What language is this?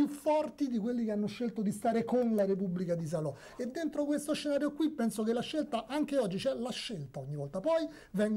Italian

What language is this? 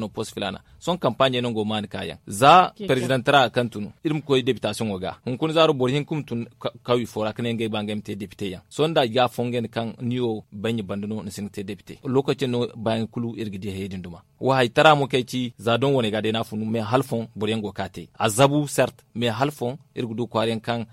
Zarma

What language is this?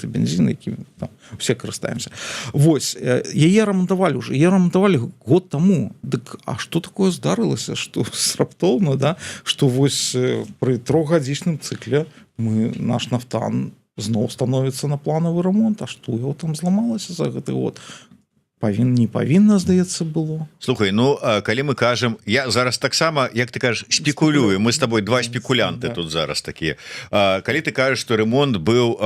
Belarusian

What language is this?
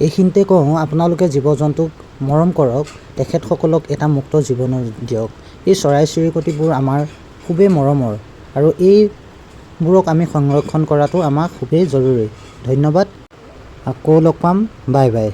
Assamese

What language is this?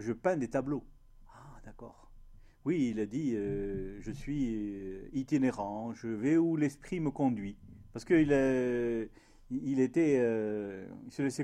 French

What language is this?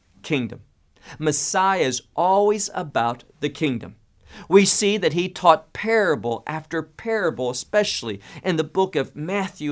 English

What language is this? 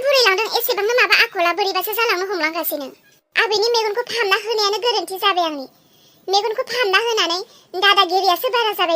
Bodo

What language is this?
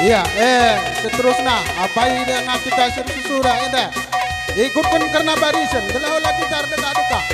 Batak Karo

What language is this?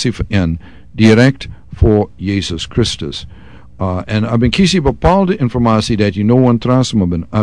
Sranan Tongo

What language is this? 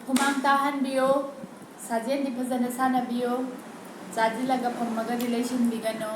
Manipuri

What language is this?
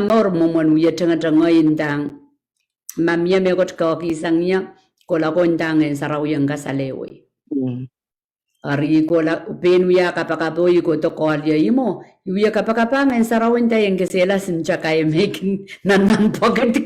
Pohnpeian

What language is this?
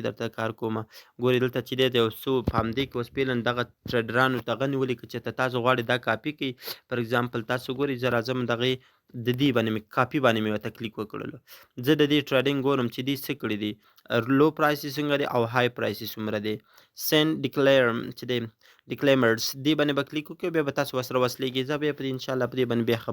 Pashto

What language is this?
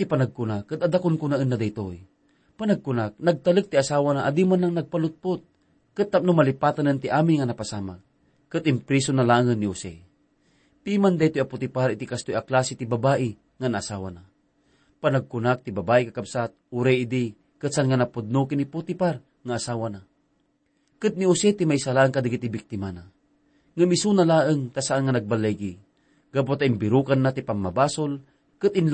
Iloko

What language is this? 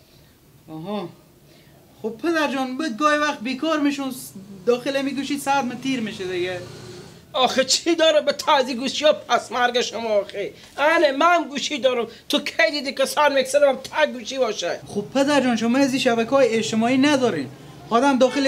Persian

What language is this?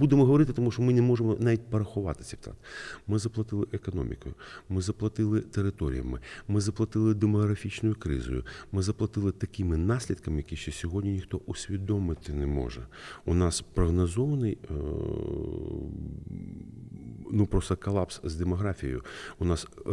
Ukrainian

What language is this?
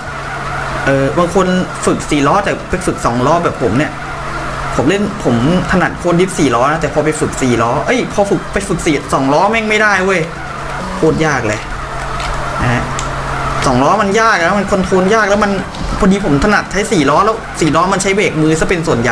Thai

